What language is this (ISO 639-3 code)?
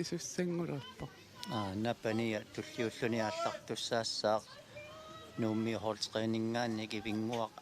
kal